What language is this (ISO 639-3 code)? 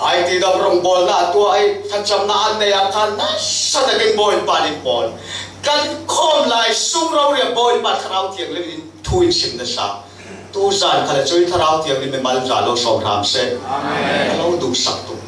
cfm